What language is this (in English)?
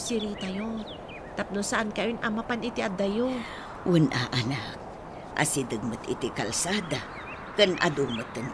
Iloko